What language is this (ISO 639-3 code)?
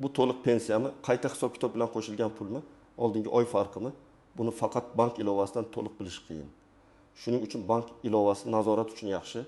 uzb